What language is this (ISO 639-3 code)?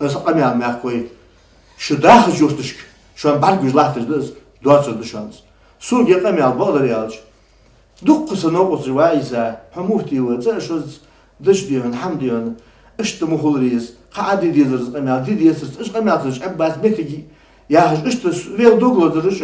inh